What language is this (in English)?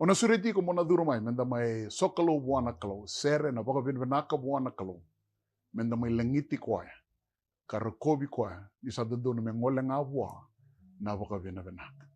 Fijian